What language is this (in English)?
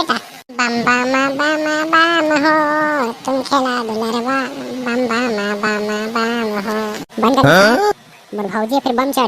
Chhattisgarhi